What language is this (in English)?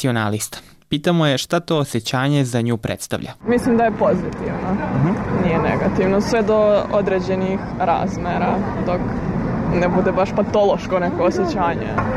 Serbian